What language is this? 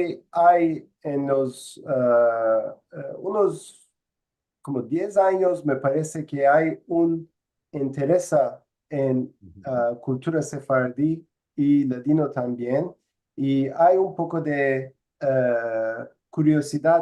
Ladino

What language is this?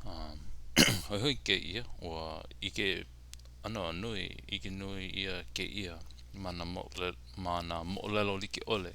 Hawaiian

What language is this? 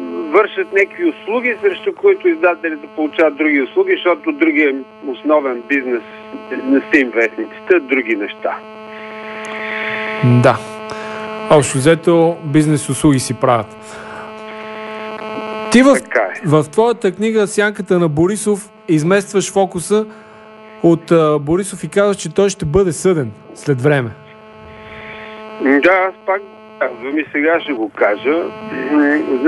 Bulgarian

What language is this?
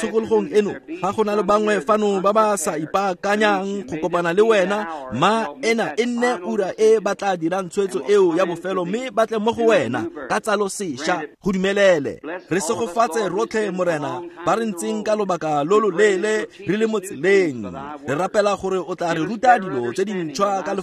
Tswana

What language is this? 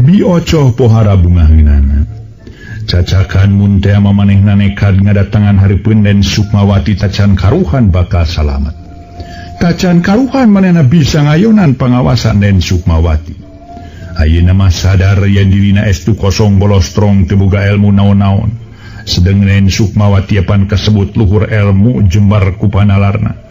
Sundanese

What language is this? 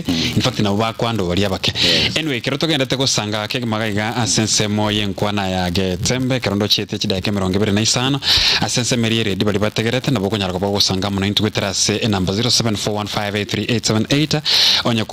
Gusii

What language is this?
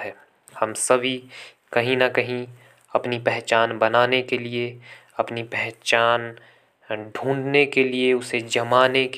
Hindi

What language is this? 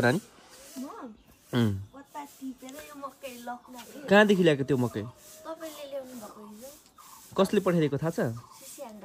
Nepali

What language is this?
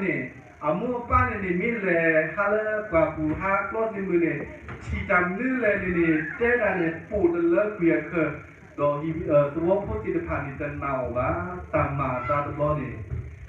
S'gaw Karen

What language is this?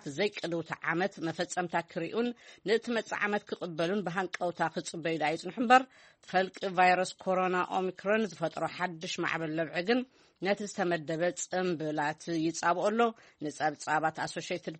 Tigrinya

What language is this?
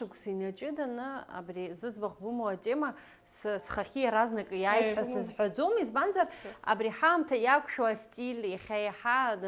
Abkhazian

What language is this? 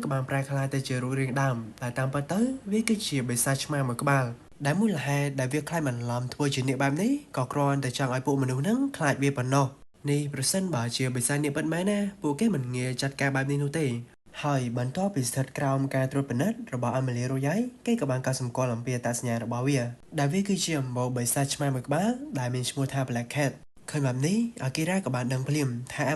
Khmer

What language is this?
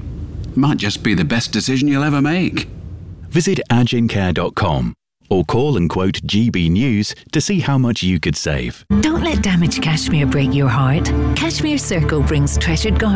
English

